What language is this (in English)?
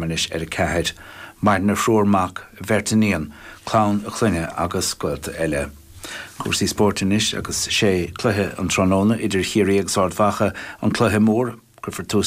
Irish